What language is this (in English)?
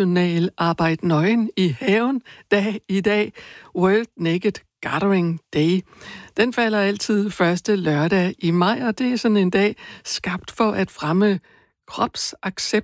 Danish